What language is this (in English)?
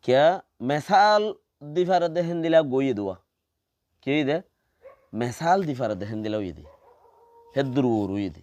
Rohingya